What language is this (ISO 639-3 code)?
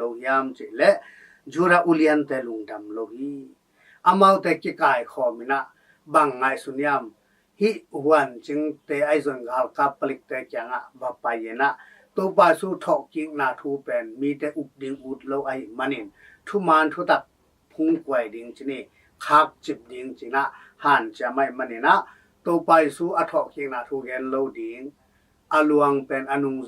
ctd